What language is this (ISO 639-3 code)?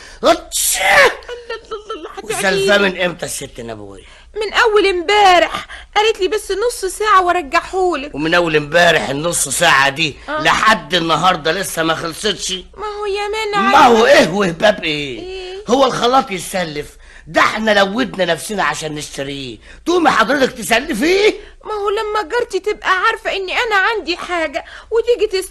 arz